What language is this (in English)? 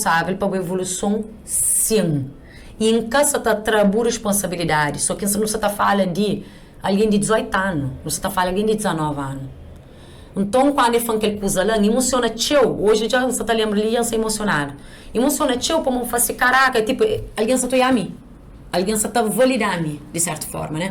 Kabuverdianu